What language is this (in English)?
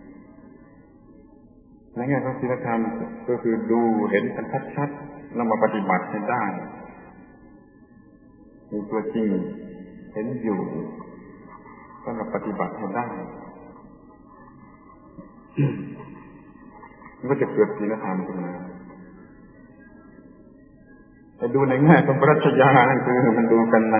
Thai